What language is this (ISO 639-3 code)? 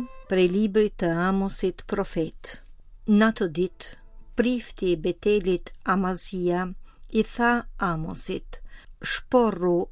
sqi